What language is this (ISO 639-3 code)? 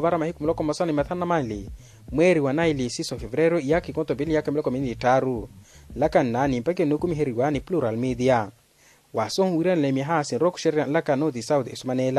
vmw